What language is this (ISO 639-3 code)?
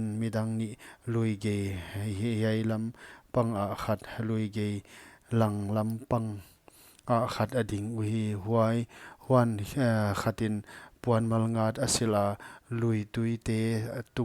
pck